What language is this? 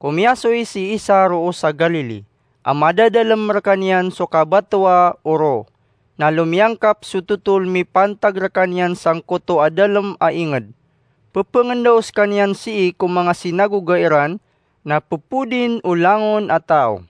Maranao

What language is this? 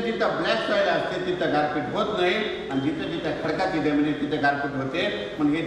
Marathi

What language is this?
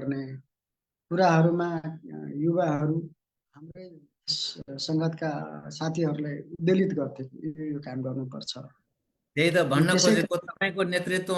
Nepali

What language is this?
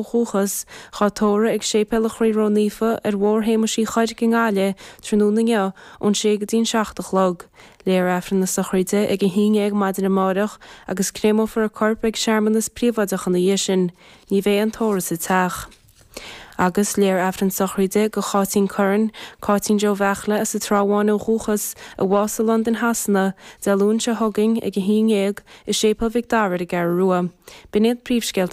Irish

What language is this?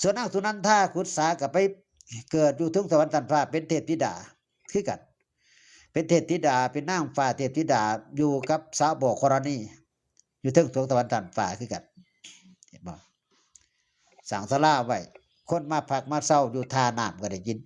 Northeastern Thai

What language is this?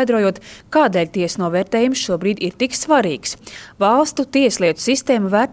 Latvian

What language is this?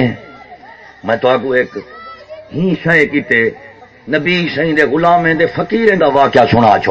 Saraiki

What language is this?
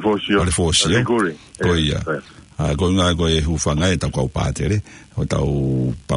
Tongan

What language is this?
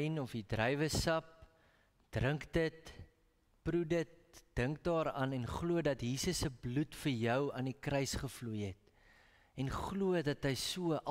Afrikaans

